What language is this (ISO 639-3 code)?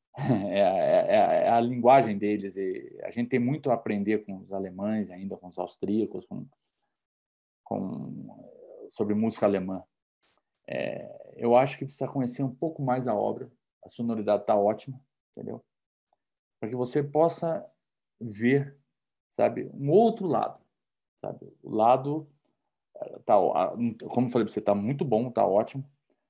por